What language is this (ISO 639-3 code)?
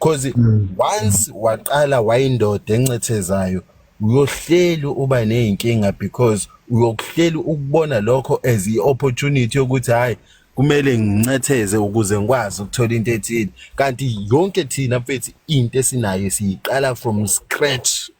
zul